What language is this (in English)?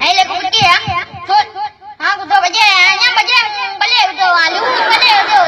Achinese